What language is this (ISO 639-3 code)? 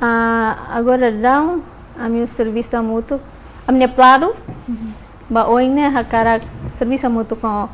tet